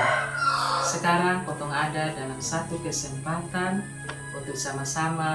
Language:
Kupang Malay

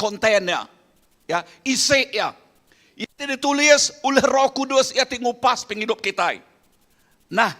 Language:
Iban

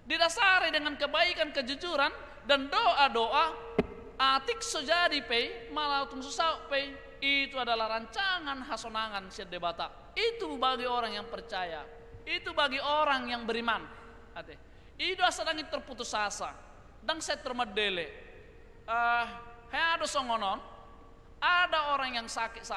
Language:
Batak Toba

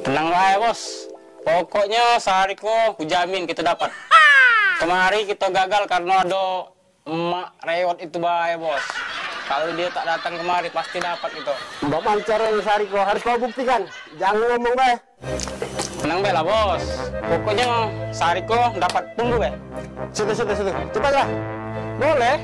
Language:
Musi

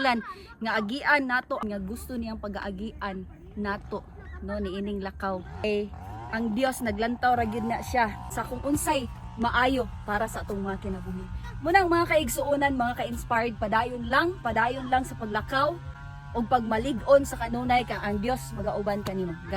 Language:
Cebuano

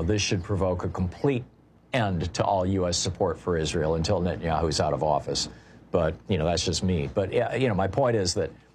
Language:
English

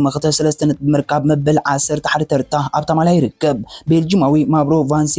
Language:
Tigrinya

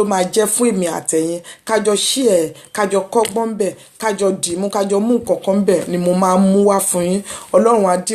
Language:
Yoruba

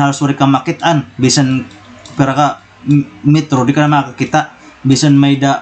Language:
Waray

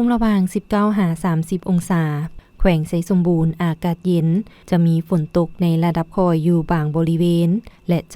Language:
Lao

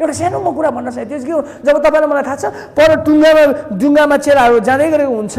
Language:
Nepali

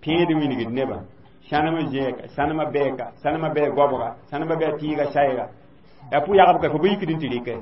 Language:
Mossi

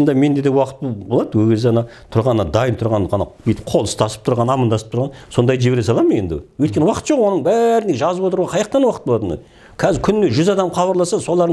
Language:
Kazakh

